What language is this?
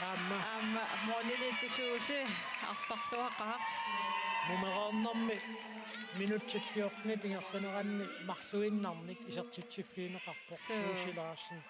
Kalaallisut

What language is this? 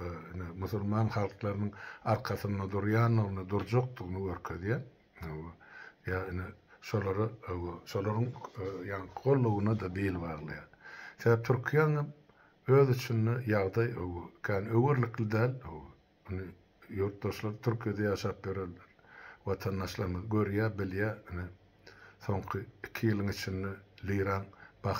Turkmen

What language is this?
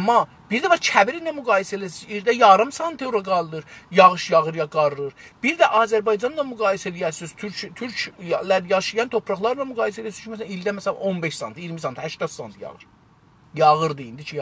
South Azerbaijani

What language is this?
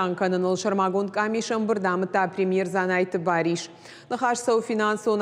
Ossetic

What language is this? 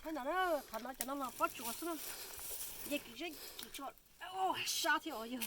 Hmong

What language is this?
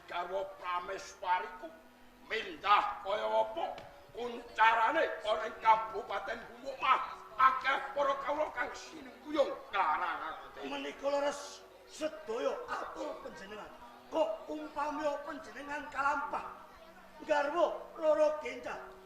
Javanese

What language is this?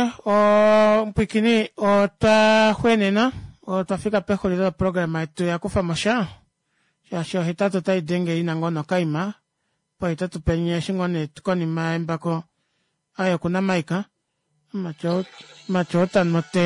Kuanyama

